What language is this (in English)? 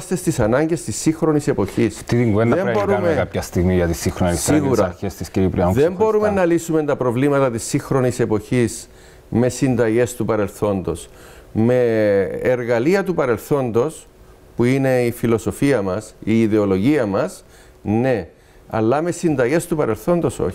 Greek